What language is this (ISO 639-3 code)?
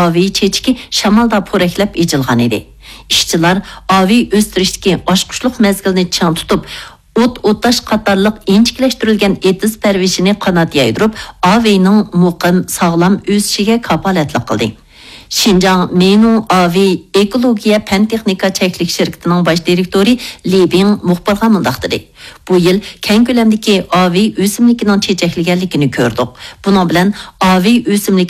uig